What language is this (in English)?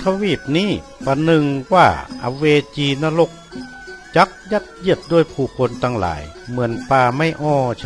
Northern Thai